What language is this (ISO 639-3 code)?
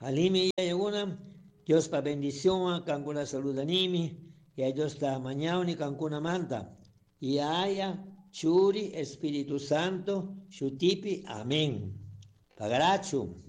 qug